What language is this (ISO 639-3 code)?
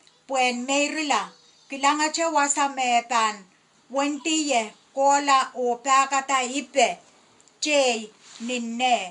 pon